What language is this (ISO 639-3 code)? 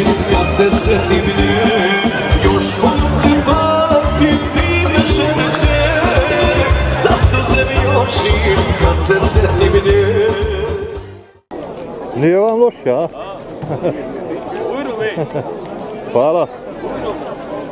hrv